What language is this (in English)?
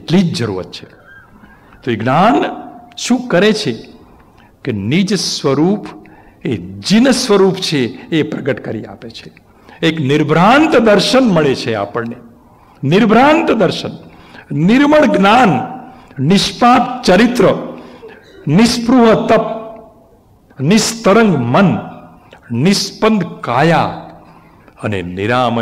Gujarati